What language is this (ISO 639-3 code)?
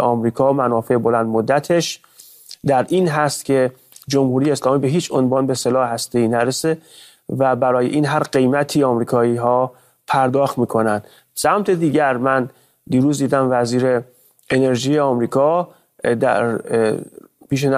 fas